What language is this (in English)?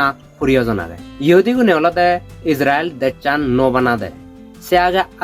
Chakma